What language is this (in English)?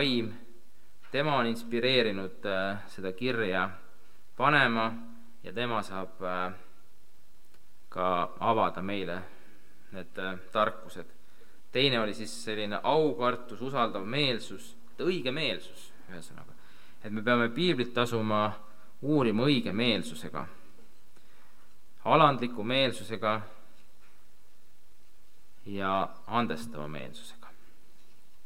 Estonian